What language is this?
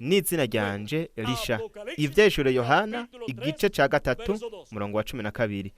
Rundi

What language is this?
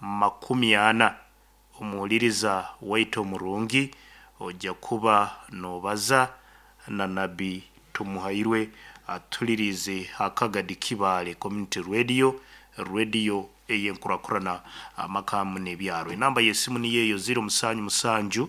Nyankole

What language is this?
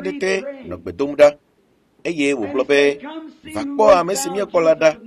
Ewe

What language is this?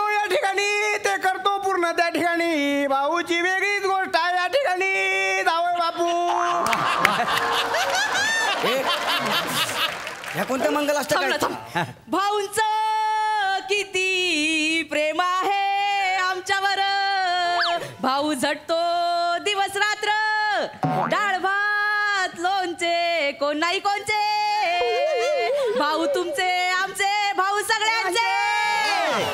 Marathi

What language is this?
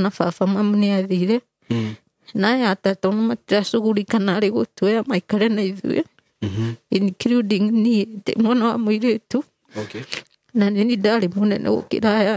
Kikuyu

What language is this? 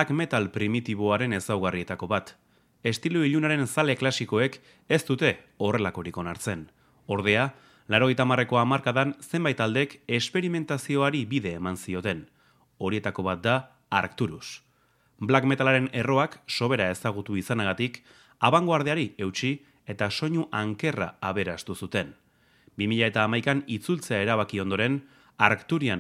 Basque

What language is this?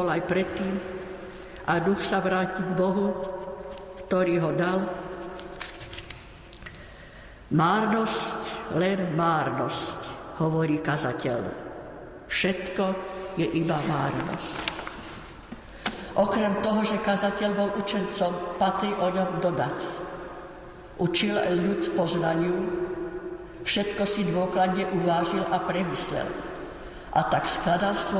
Slovak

